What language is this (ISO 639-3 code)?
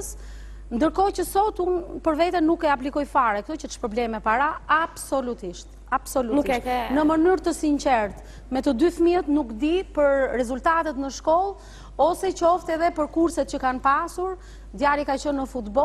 sqi